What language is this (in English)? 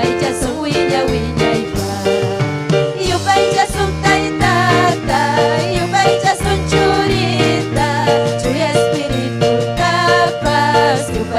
Ayacucho Quechua